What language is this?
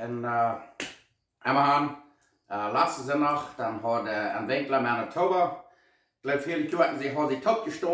Plautdietsch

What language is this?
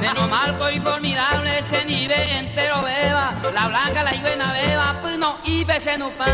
Guarani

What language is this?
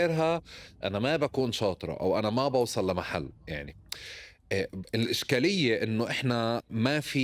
North Levantine Arabic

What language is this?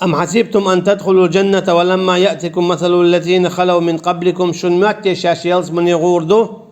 Chechen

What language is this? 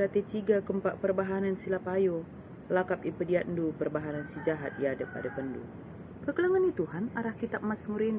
Batak Karo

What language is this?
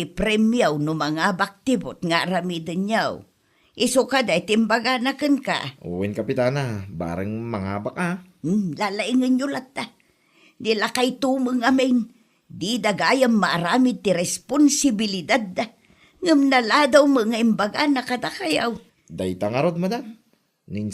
Iloko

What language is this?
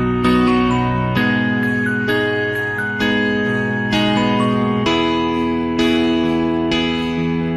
Akha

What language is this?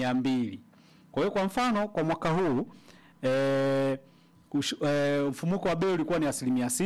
Swahili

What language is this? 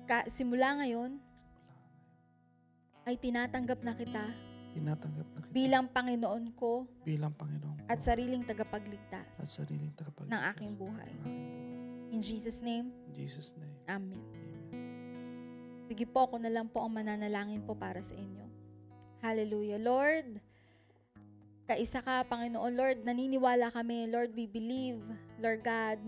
Filipino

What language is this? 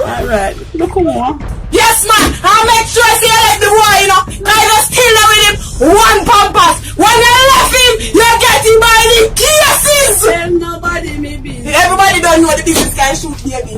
Jamaican Creole English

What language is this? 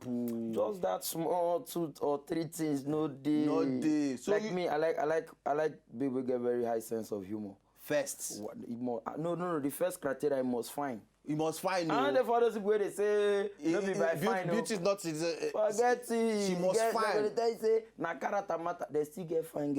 Nigerian Pidgin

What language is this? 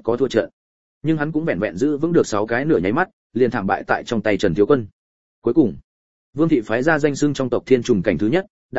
Vietnamese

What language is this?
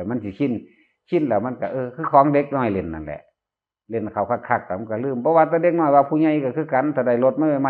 Northeastern Thai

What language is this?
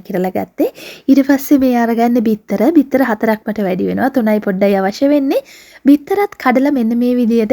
Sinhala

